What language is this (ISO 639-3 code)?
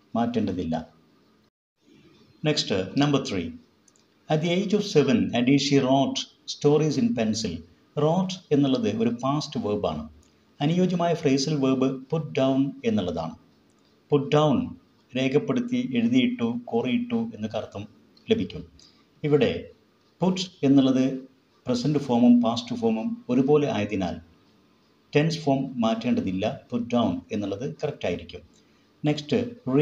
mal